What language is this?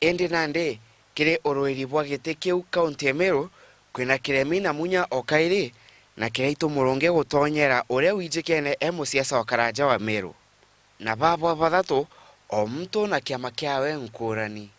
Meru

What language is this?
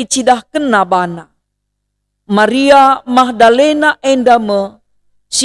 Batak Karo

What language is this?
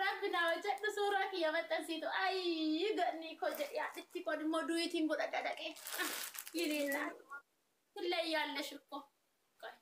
Oromo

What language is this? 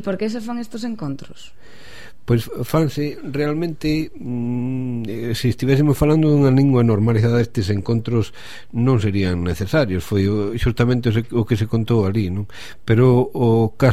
Galician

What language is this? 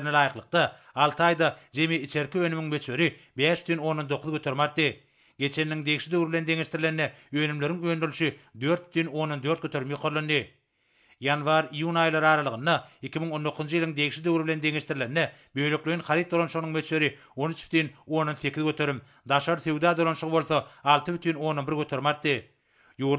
Turkmen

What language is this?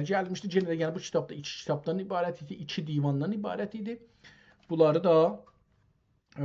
South Azerbaijani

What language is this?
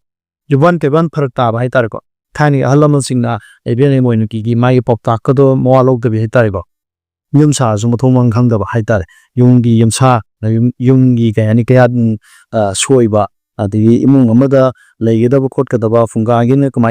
Manipuri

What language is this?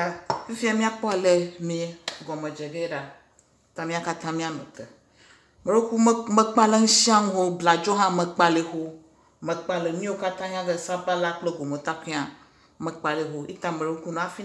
Ewe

